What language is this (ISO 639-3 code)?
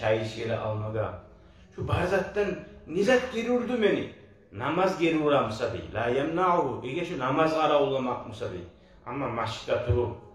kum